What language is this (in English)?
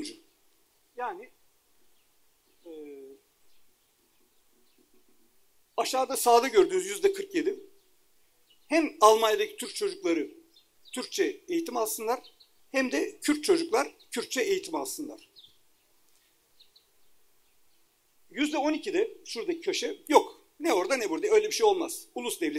Turkish